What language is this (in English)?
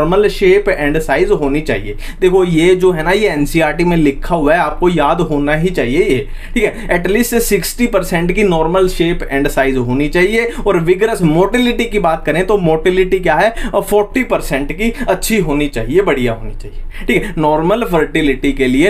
Hindi